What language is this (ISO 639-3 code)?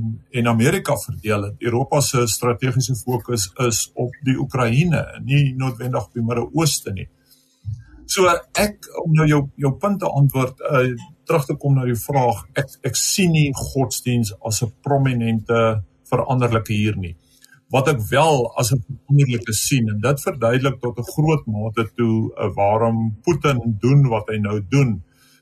afr